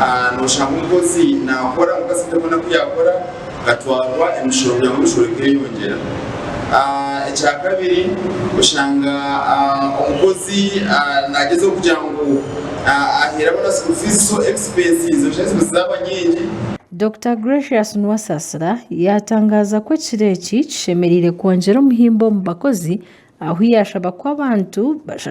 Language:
Nyankole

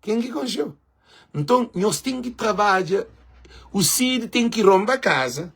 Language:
Kabuverdianu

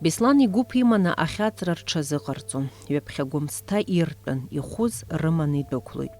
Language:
Abkhazian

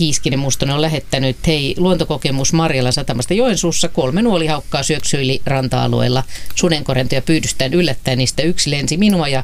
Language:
Finnish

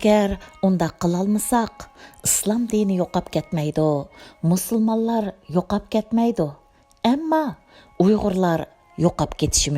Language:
Uyghur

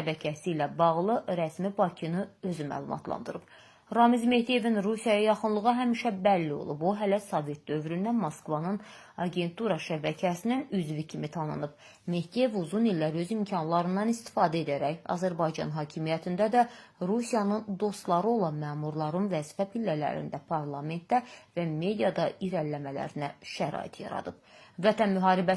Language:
Azerbaijani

